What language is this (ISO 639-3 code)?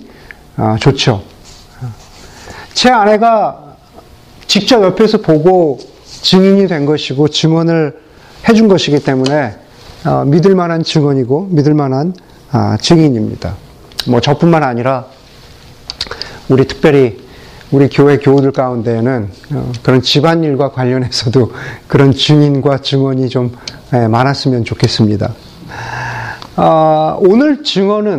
kor